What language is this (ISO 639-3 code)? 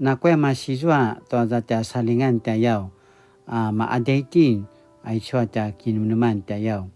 pwn